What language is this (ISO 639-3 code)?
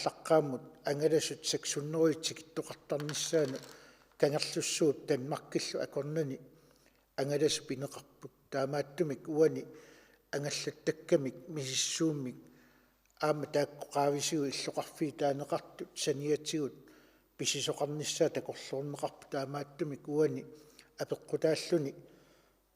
kal